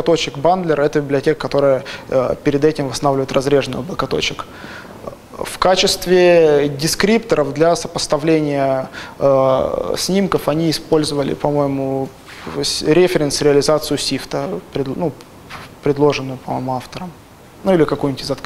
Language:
Russian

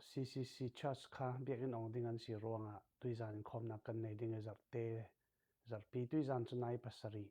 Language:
Falam Chin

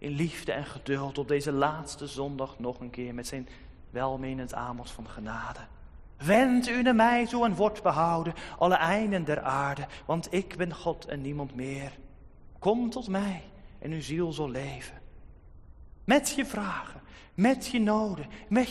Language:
Dutch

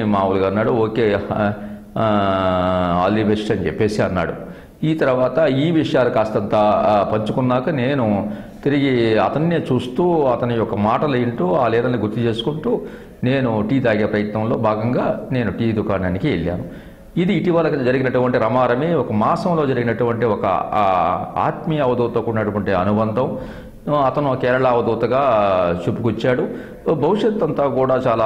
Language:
Telugu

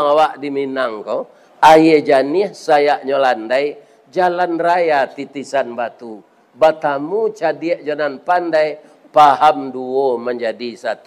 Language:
Minangkabau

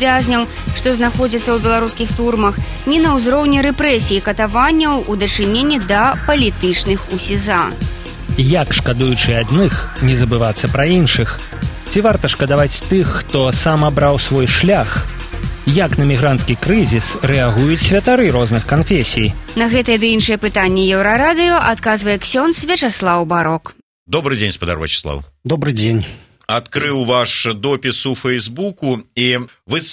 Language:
Belarusian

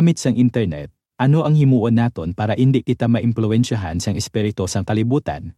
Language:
Hiligaynon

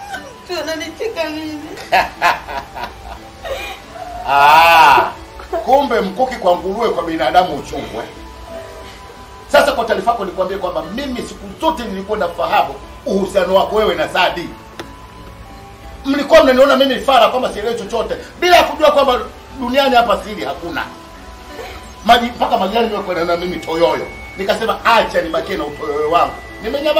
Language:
Swahili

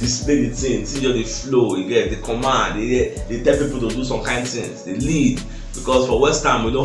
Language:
Nigerian Pidgin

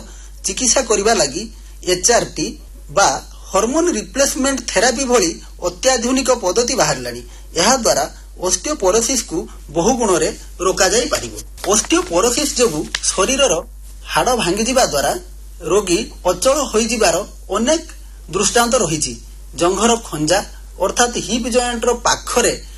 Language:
Odia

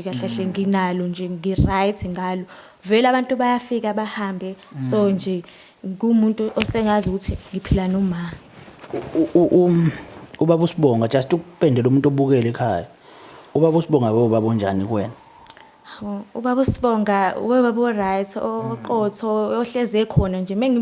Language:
Zulu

